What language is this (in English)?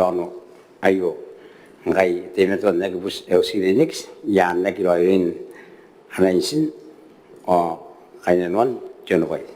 Gilbertese